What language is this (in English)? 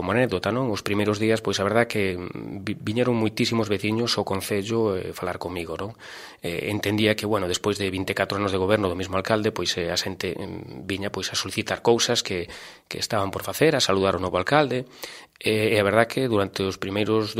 Galician